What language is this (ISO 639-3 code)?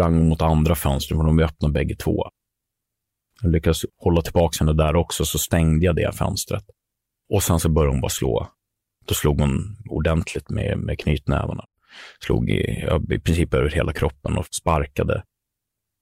swe